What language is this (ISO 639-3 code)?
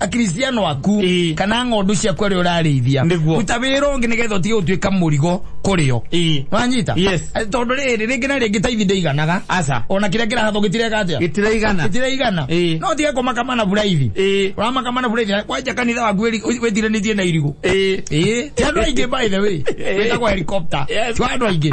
kik